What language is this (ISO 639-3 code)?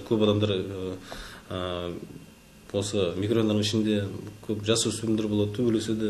kaz